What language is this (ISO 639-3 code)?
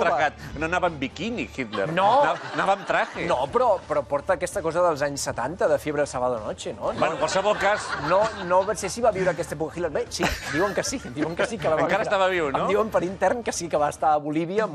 cat